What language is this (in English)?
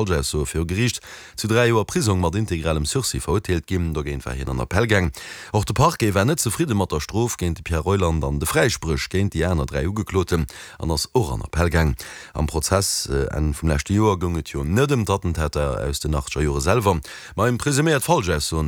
Luxembourgish